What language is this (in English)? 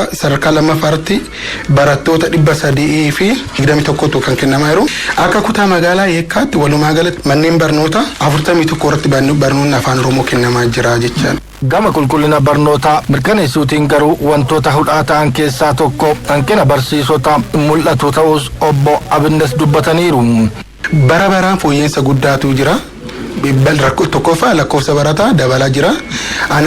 Oromo